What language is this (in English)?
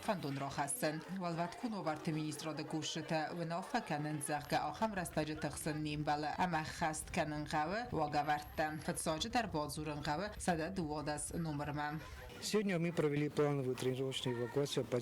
Ossetic